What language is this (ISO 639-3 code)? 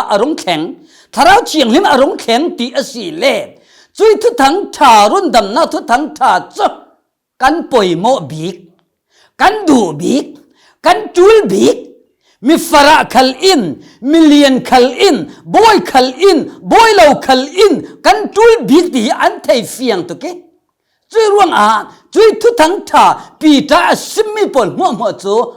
cfm